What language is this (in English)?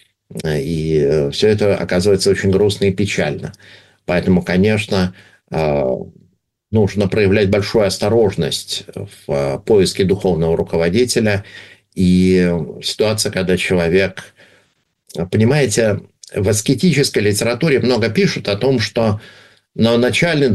Russian